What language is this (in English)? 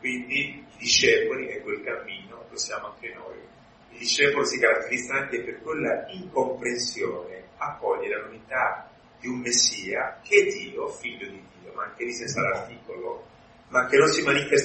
Italian